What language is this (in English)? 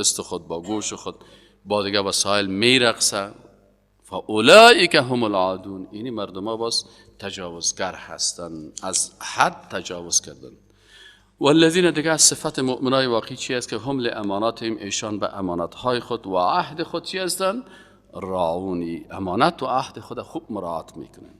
Persian